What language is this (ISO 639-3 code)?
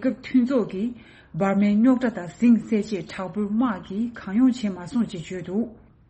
bod